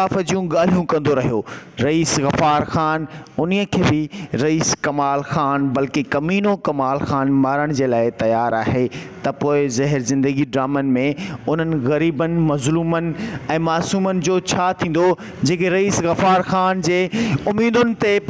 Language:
Sindhi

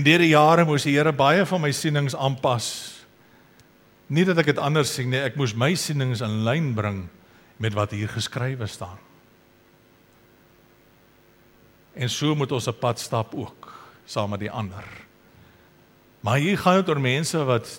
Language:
Afrikaans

